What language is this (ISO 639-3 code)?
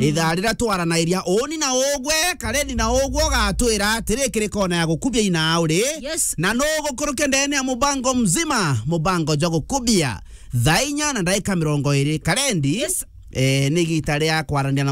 mer